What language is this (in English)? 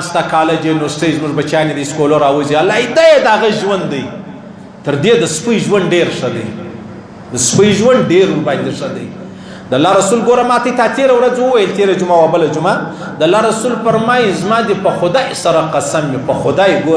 Pashto